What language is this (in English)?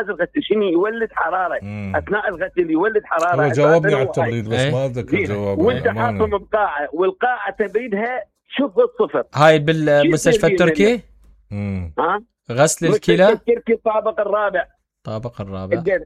Mesopotamian Arabic